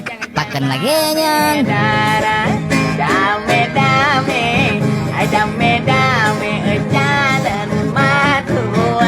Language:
Achinese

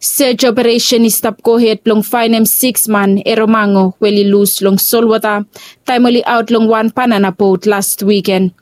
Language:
Bislama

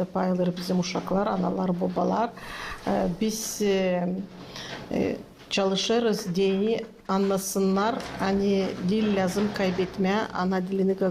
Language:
Gagauz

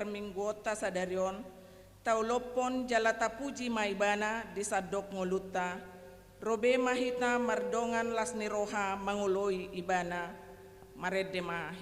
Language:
Batak Toba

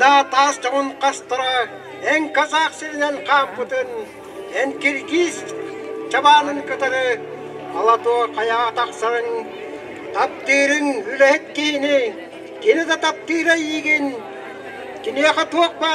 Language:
Yakut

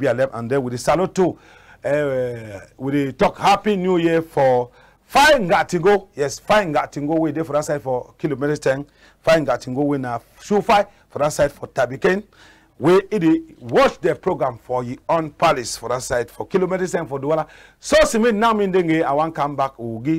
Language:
Cameroon Pidgin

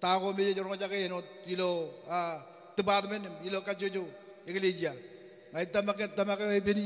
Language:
Marshallese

